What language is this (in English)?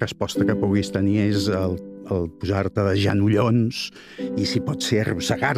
Catalan